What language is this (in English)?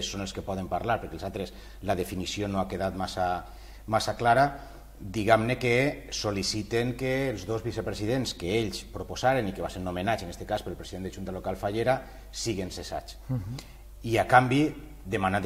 Catalan